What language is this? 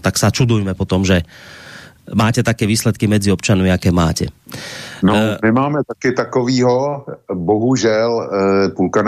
Slovak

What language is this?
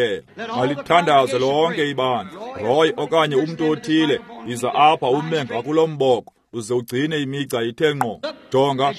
Xhosa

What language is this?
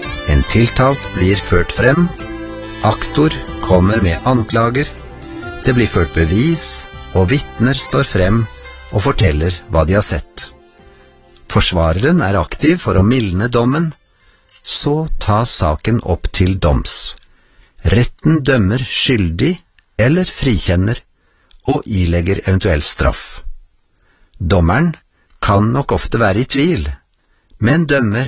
Norwegian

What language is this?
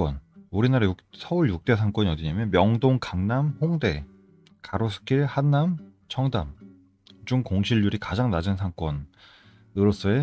Korean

